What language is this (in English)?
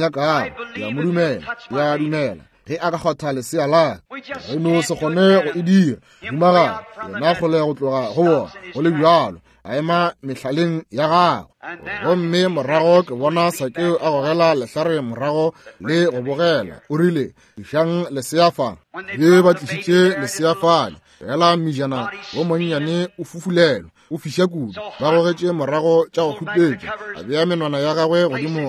Northern Sotho